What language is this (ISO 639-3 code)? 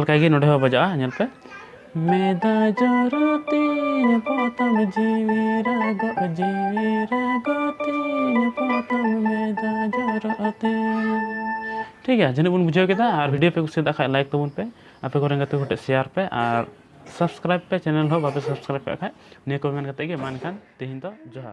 sat